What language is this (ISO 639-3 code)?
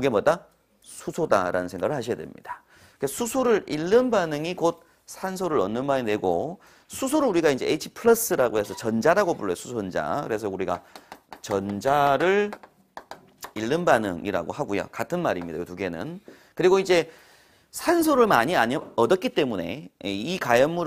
kor